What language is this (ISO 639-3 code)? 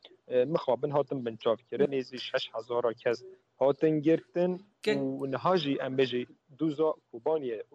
kur